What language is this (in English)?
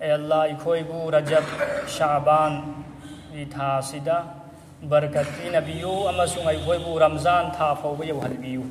Manipuri